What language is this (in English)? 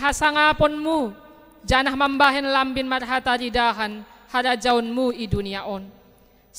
Batak Simalungun